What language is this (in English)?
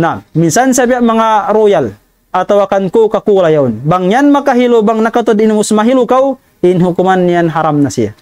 Tausug